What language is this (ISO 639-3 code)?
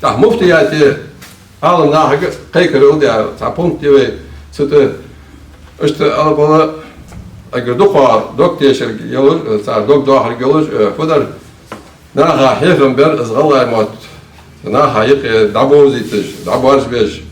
inh